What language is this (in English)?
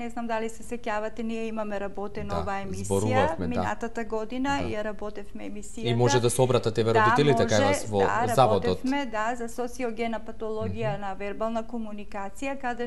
Macedonian